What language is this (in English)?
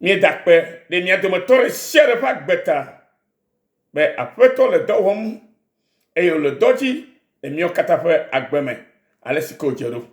Ewe